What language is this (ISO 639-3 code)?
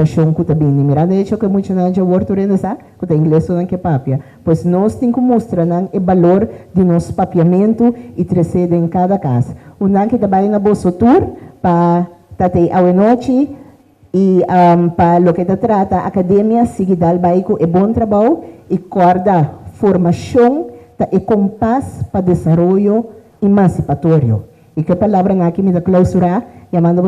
pap